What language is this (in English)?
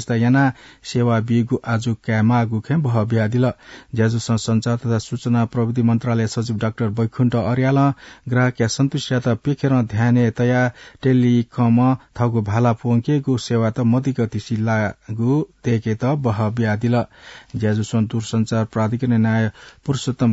Newari